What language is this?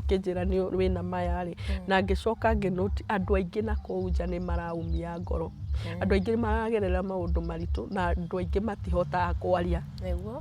Kikuyu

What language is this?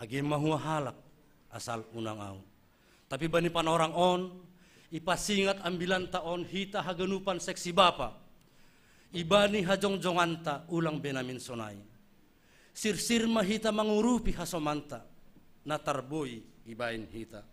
Batak Simalungun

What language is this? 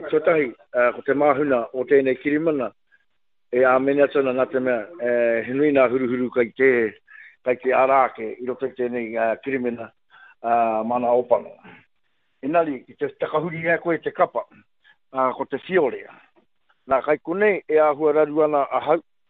Māori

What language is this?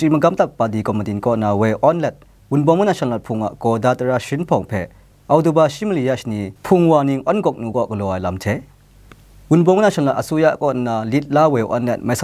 Kachin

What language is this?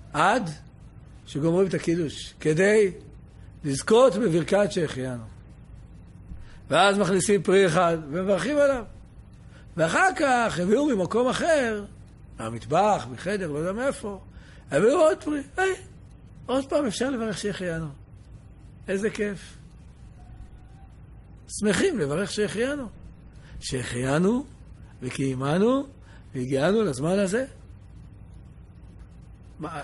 Hebrew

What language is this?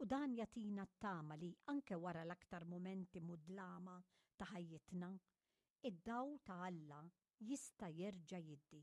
Maltese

